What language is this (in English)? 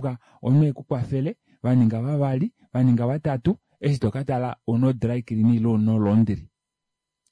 Kuanyama